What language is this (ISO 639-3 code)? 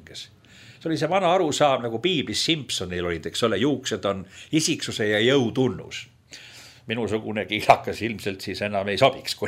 est